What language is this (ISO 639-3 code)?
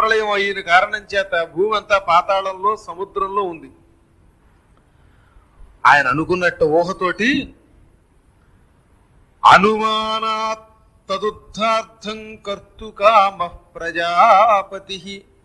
tel